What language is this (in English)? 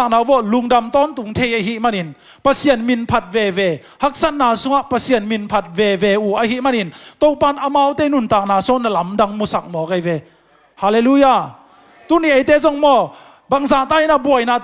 Tedim Chin